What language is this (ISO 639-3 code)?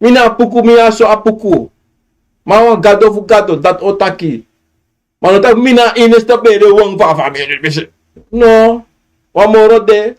srn